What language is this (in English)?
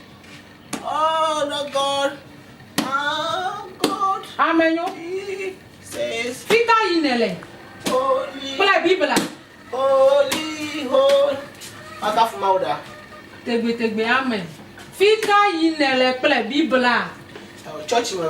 Ewe